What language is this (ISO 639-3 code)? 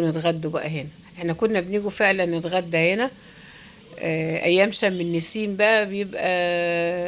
arz